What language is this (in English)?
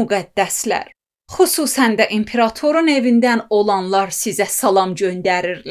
Azerbaijani